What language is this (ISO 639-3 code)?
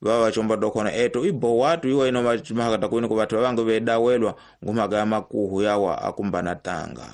tso